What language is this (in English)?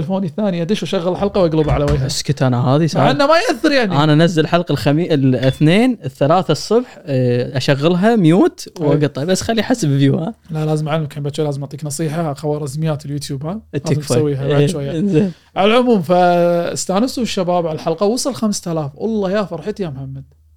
Gulf Arabic